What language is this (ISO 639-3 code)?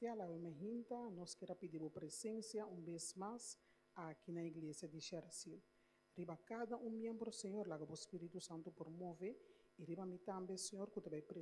pap